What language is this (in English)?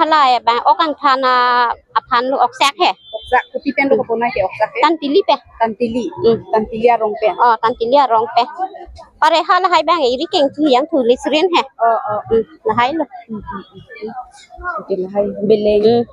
Karbi